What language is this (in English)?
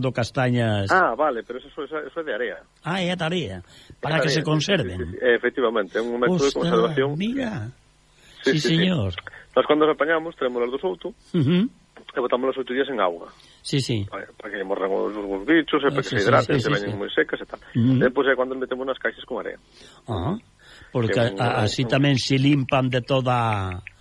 Galician